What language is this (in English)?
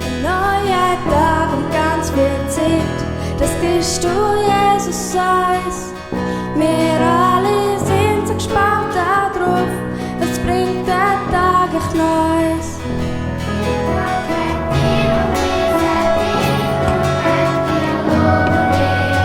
Swiss German